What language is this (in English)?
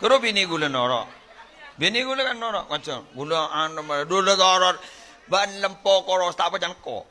Madurese